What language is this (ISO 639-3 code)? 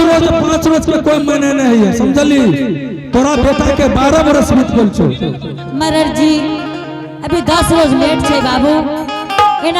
anp